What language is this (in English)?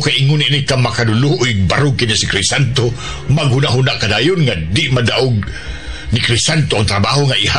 Cebuano